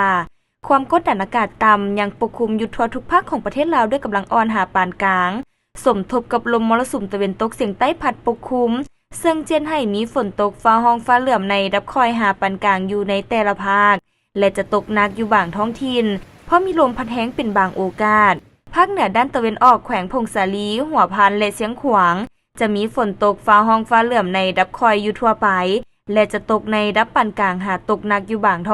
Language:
Lao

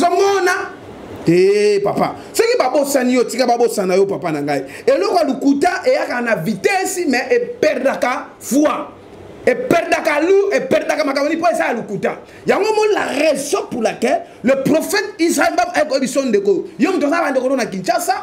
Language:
Lingala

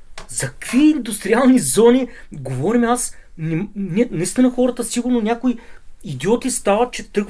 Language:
Bulgarian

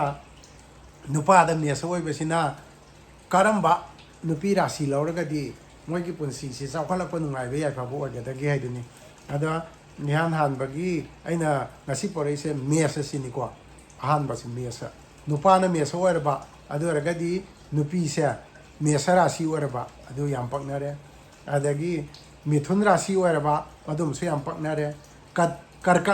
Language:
Manipuri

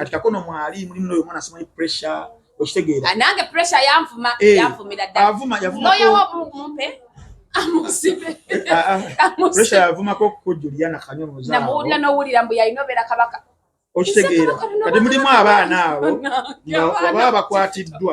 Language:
Ganda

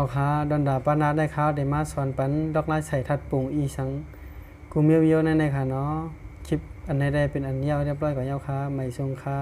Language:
Shan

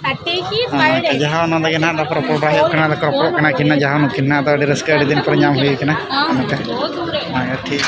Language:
Santali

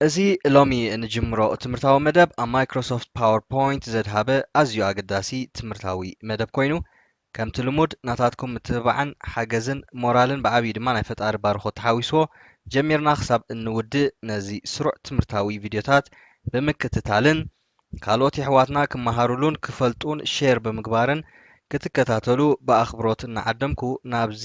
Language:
Tigrinya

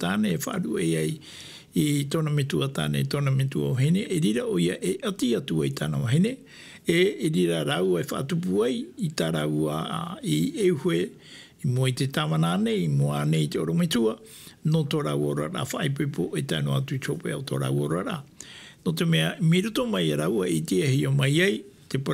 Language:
Tahitian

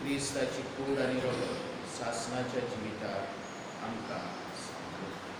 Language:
Konkani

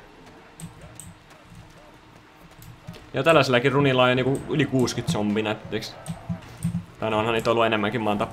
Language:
Finnish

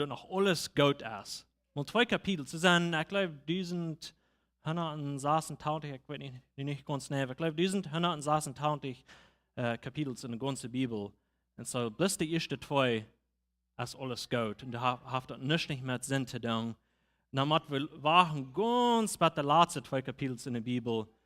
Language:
Plautdietsch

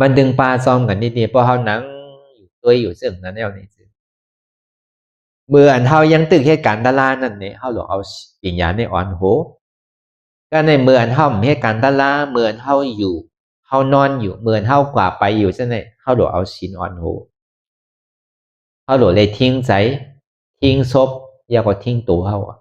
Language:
Shan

